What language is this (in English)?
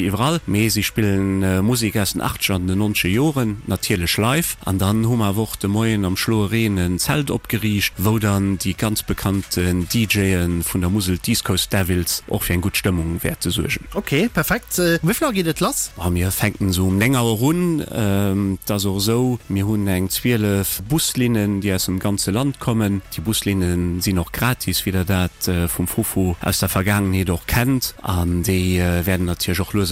Luxembourgish